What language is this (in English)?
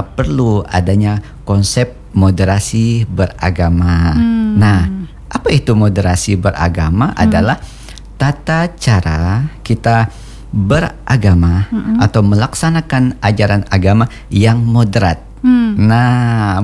Indonesian